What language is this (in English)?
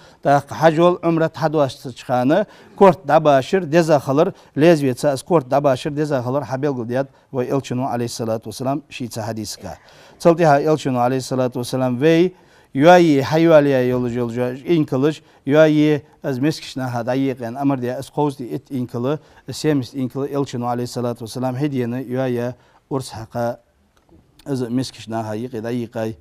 Ingush